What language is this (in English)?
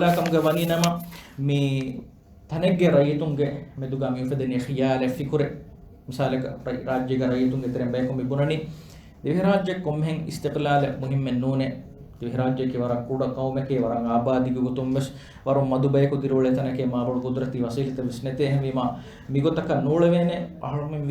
Divehi